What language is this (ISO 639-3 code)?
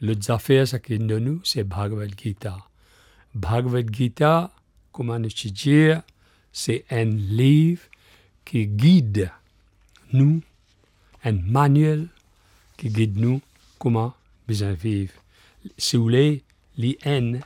mfe